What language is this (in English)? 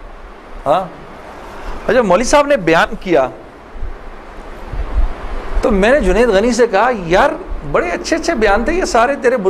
Urdu